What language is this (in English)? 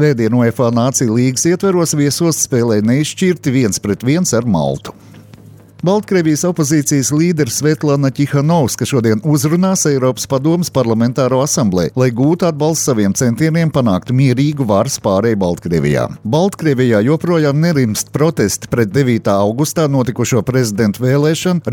Latvian